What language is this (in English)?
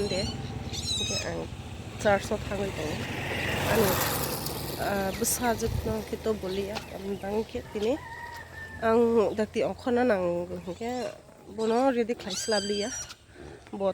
Kok Borok